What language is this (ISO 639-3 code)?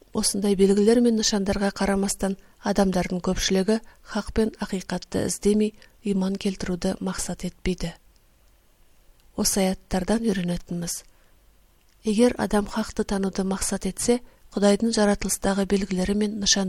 kaz